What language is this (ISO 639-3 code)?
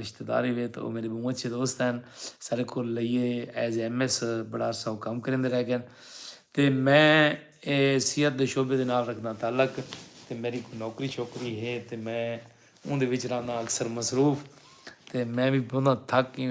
skr